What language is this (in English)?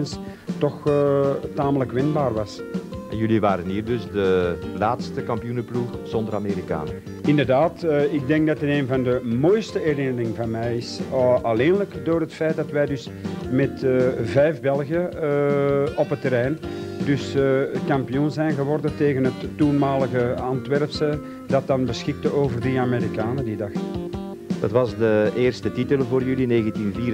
Dutch